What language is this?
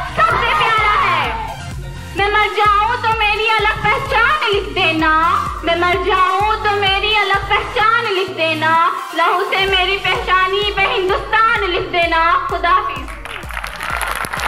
Hindi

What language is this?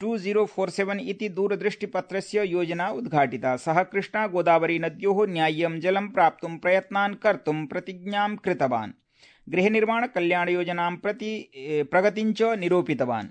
Sanskrit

